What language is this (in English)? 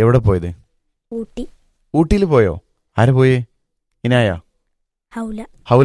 Malayalam